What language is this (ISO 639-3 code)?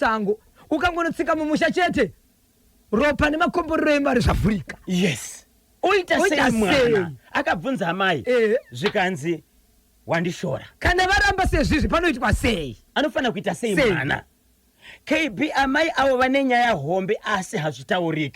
sna